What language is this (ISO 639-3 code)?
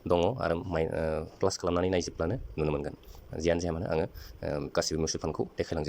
brx